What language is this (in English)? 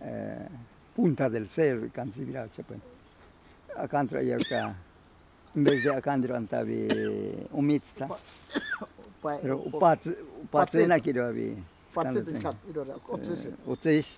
Ashéninka Perené